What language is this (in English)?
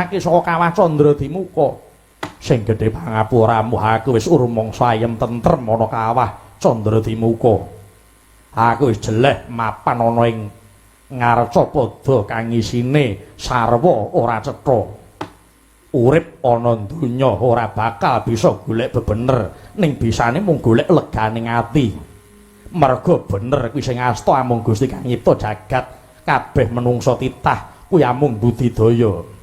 Javanese